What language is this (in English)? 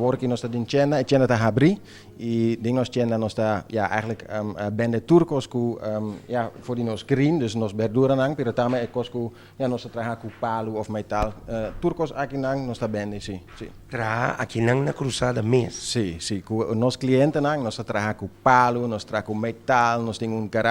Papiamento